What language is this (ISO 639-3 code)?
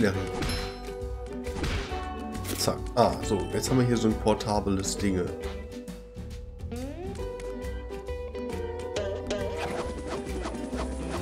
deu